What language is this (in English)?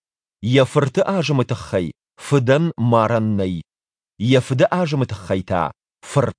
Ossetic